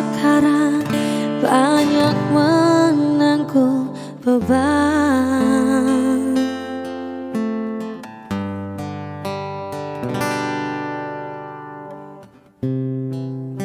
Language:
Indonesian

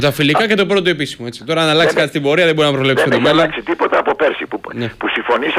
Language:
Greek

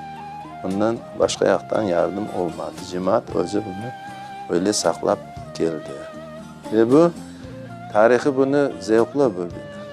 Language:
Crimean Tatar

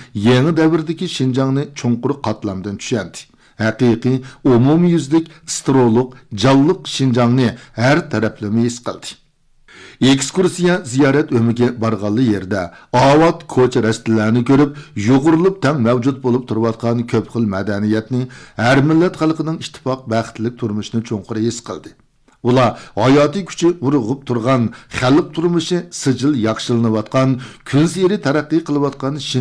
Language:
Uyghur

